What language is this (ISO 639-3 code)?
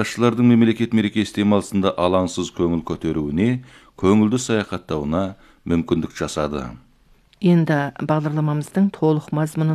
kaz